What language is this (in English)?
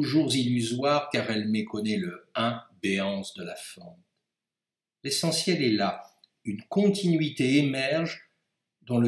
French